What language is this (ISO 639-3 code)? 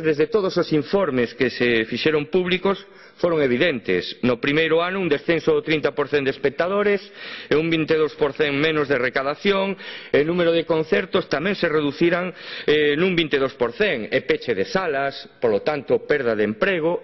glg